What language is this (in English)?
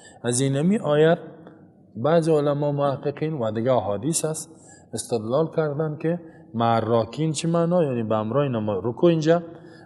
Persian